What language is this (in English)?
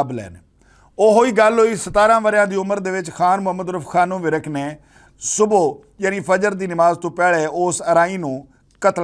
Western Panjabi